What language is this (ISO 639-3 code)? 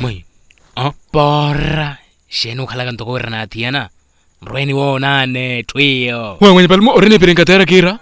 vmw